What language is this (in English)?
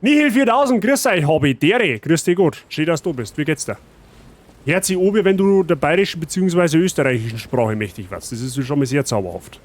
Bavarian